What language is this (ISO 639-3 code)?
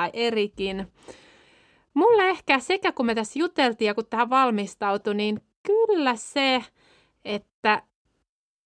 fin